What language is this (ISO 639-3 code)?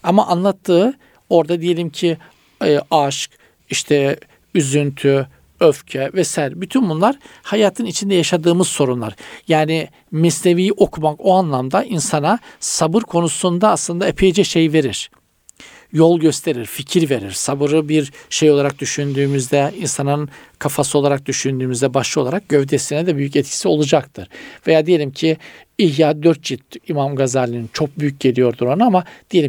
tur